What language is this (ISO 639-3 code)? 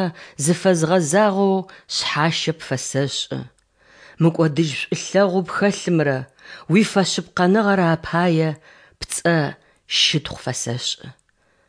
kbd